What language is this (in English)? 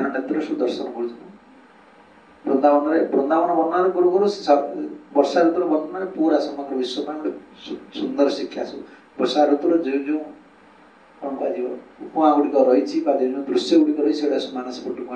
Odia